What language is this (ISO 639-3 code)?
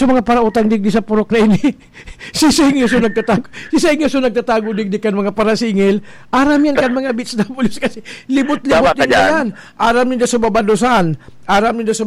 bik